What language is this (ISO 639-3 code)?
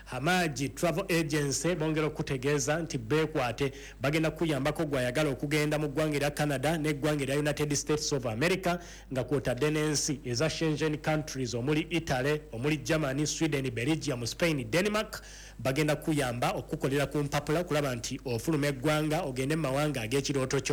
lug